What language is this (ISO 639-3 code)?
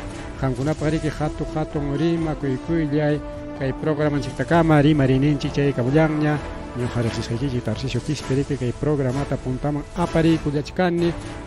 quy